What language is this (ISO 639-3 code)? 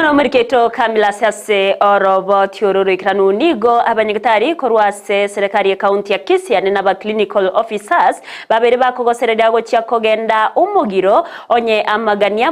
guz